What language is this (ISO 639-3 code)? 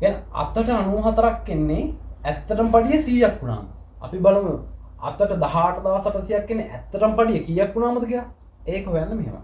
sin